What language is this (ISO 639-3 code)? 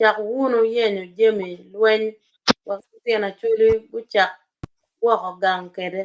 ach